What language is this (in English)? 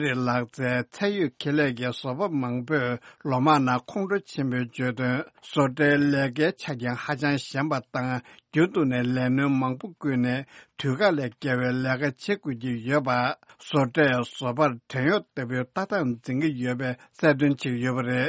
Tibetan